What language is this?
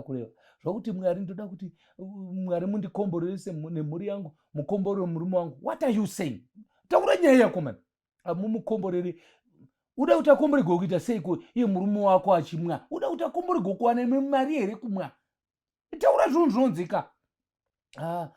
Shona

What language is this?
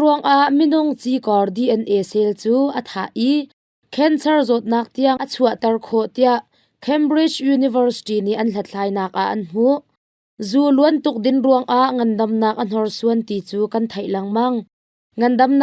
Hakha Chin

